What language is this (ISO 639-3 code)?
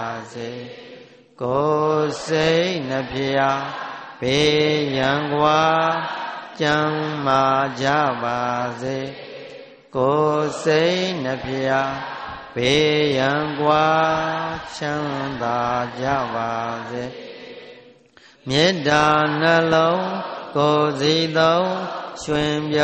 mya